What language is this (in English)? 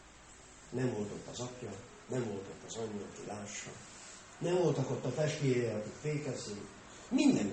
Hungarian